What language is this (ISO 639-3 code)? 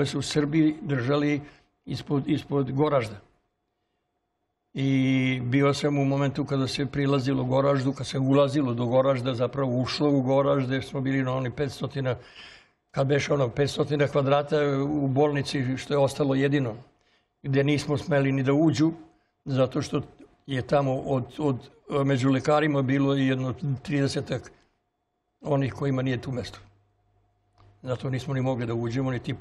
srp